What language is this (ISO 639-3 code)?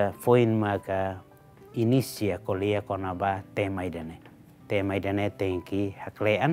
tet